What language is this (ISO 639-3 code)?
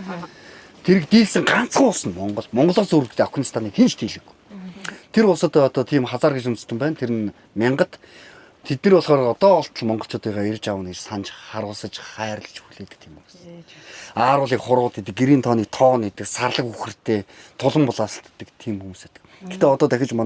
mon